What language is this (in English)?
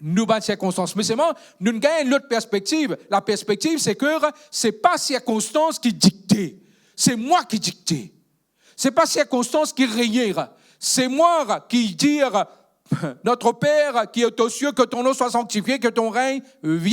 Morisyen